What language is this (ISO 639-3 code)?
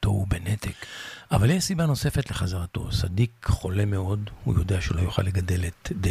heb